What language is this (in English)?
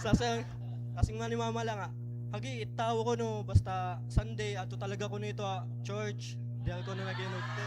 Waray